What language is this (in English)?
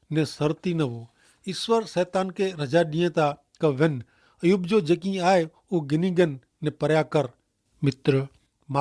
Kachhi